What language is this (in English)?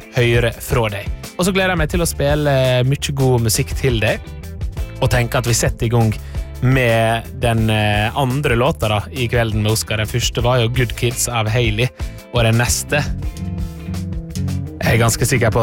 Norwegian